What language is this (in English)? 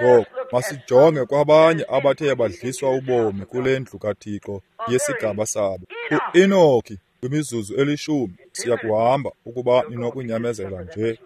Xhosa